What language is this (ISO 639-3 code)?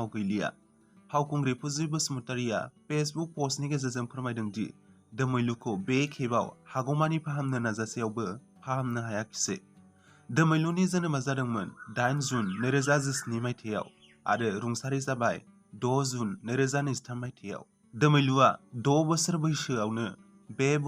brx